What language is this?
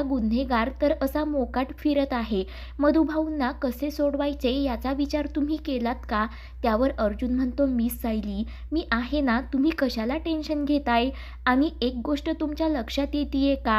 Marathi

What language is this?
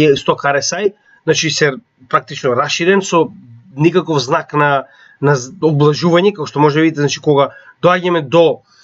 Macedonian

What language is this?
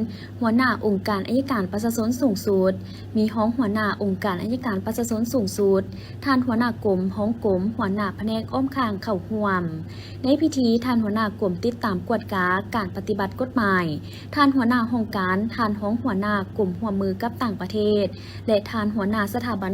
Lao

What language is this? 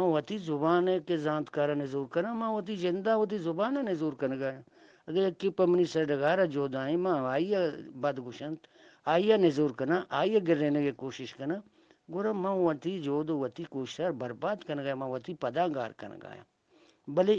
Eastern Balochi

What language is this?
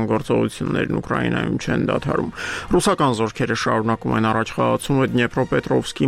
Armenian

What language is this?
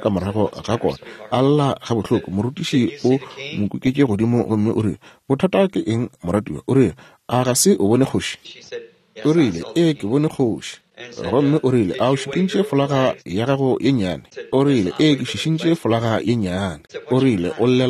Northern Sotho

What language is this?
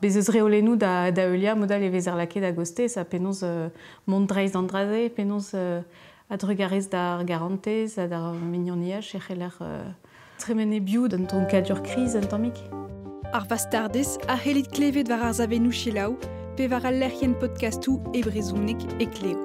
Breton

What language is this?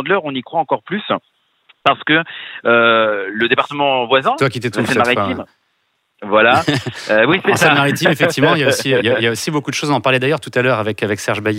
French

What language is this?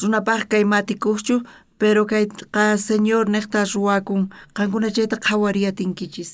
South Bolivian Quechua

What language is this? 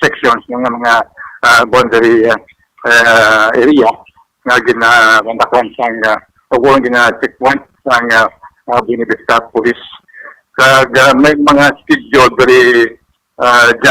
Hiligaynon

